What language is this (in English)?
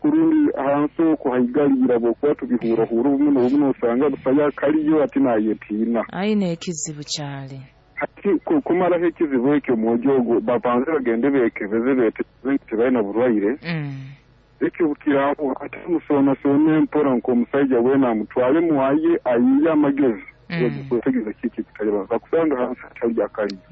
Nyoro